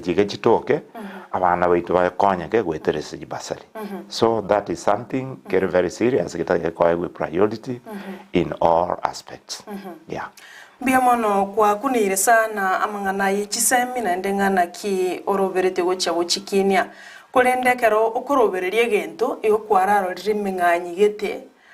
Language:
Gusii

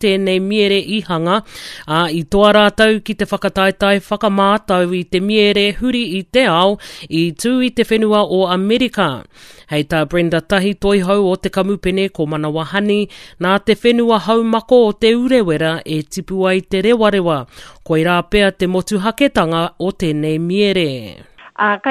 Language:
Māori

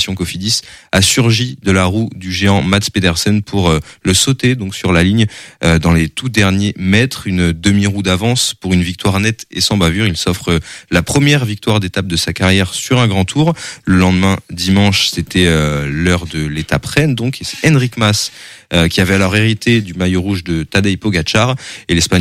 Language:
French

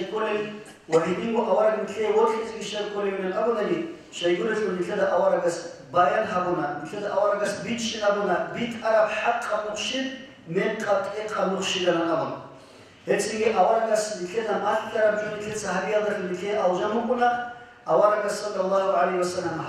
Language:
Avaric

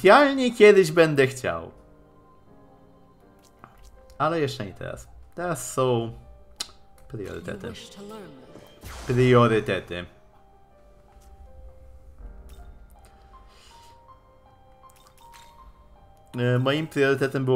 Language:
Polish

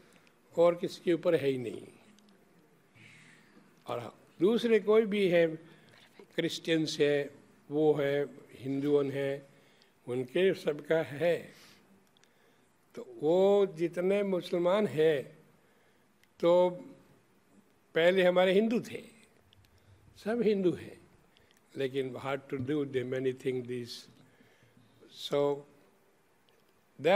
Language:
Hindi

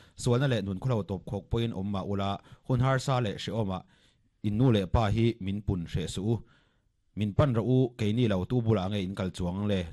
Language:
Mizo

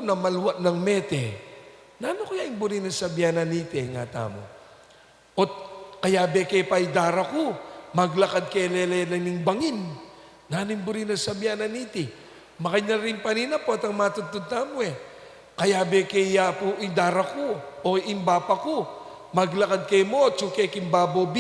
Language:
Pampanga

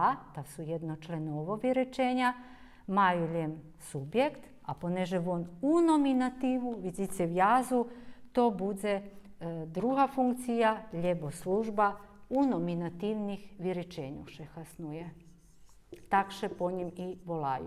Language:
Rusyn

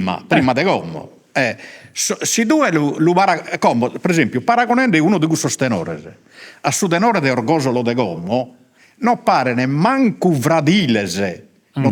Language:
Sardinian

